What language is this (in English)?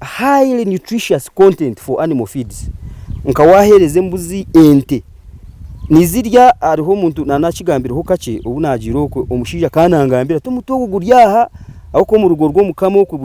Nyankole